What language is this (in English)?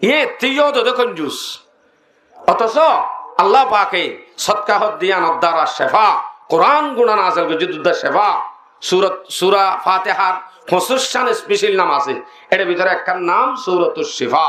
Rohingya